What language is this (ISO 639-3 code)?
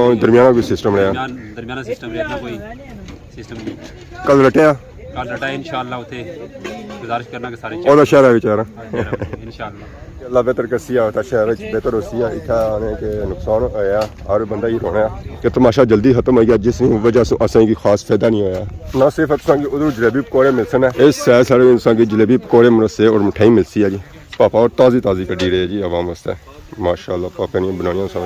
phr